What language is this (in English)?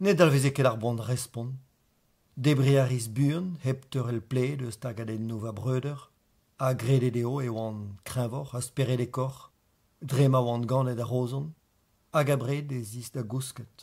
Breton